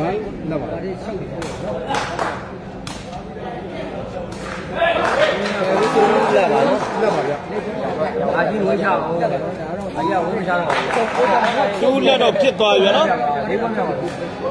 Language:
Burmese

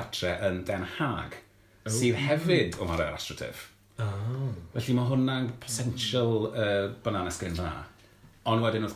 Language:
Welsh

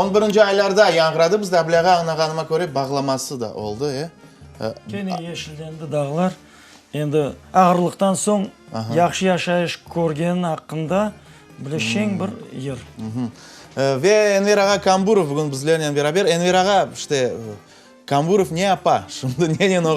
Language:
Crimean Tatar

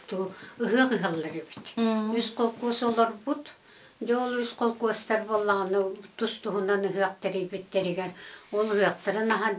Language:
Yakut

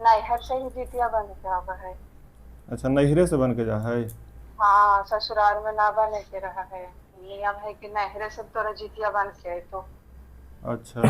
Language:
Magahi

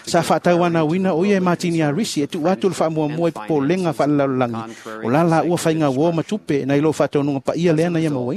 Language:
Samoan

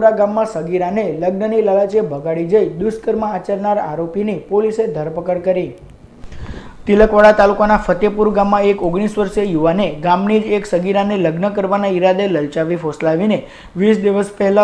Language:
Gujarati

